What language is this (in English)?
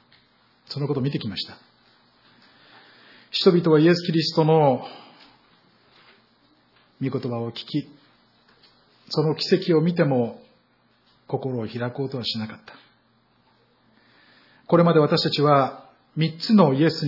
Japanese